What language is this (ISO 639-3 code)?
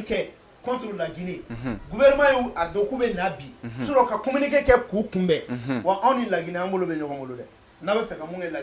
bam